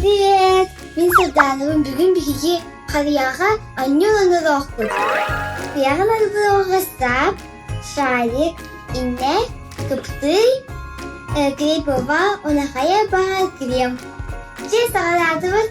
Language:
Yakut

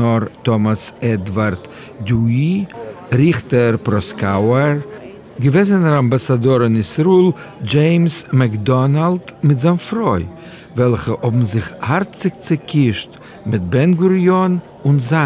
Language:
Yiddish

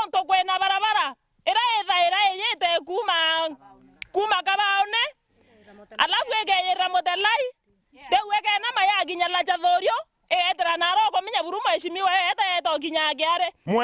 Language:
Meru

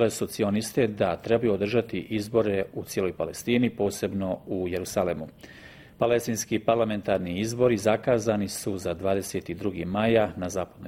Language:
Bosnian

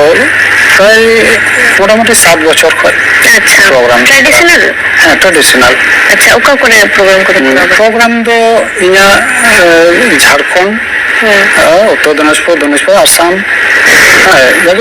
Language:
Santali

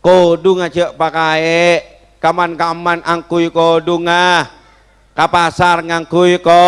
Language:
Madurese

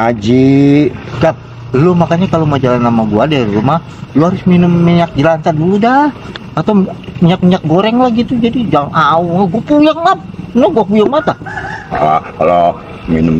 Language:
Betawi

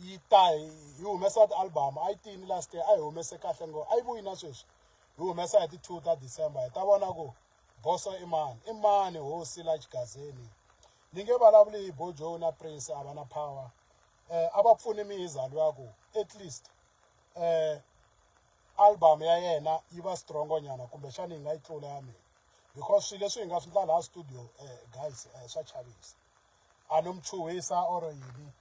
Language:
Tsonga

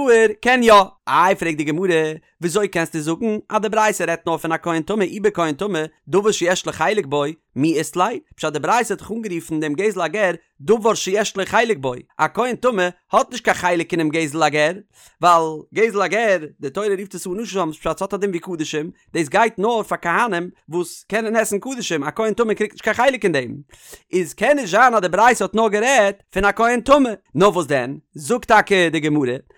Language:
Yiddish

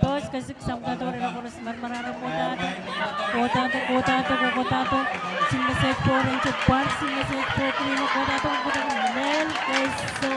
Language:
Pohnpeian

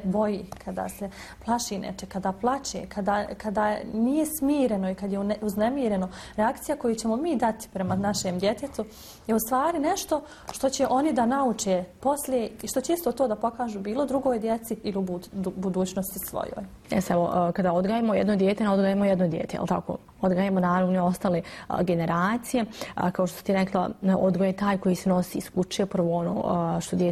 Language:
Bosnian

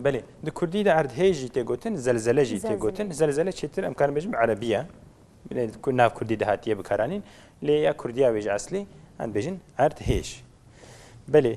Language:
Kurdish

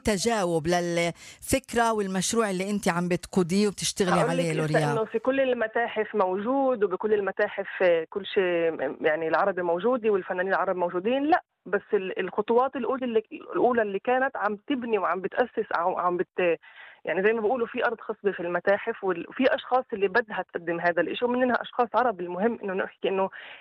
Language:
North Levantine Arabic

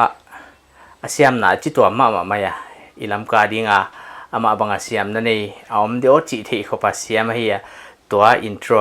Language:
Paite Chin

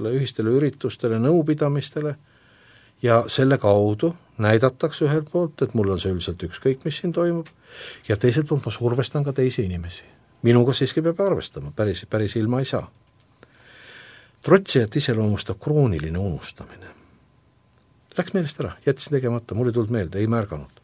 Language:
Estonian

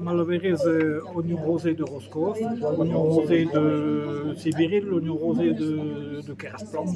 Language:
Breton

